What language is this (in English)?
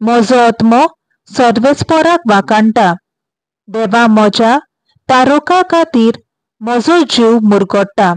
Konkani